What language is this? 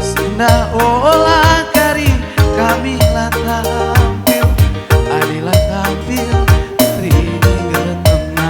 Batak Karo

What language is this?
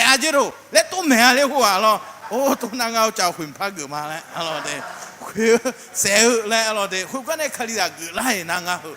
Akha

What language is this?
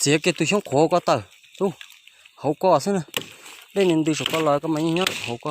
Hmong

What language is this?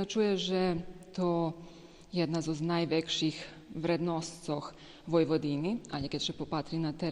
Rusyn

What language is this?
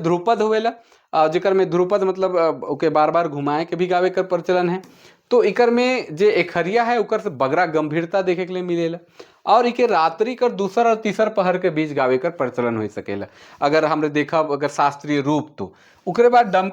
Sadri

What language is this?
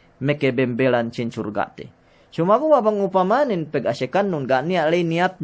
Yakan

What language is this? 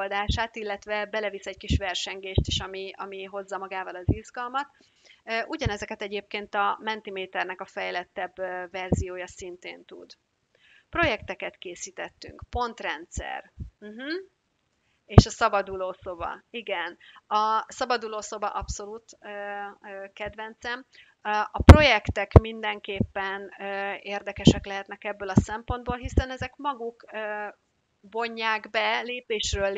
Hungarian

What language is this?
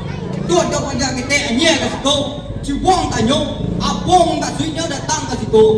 Minangkabau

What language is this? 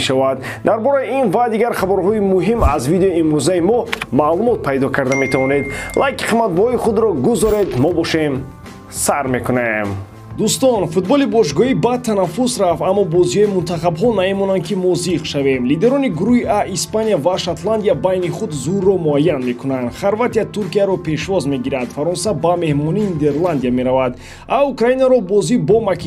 Tajik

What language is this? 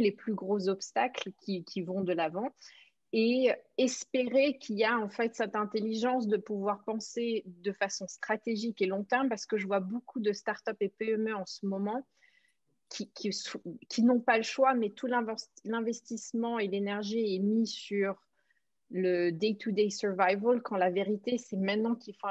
French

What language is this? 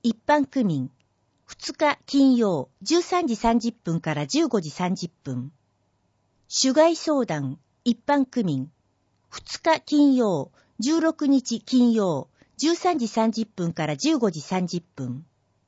Japanese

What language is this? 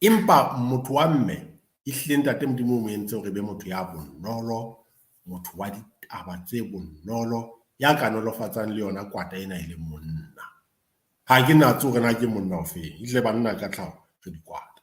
Southern Sotho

